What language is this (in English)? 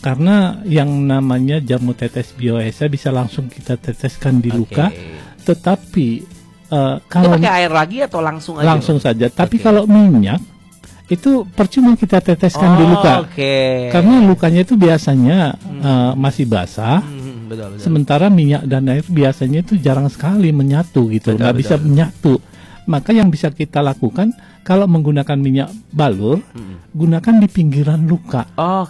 Indonesian